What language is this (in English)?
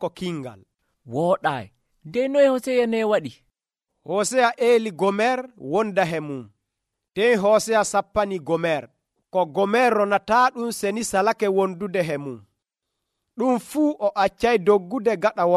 Nigerian Fulfulde